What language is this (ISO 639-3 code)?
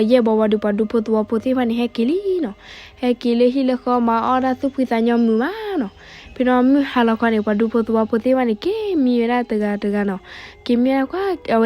ksw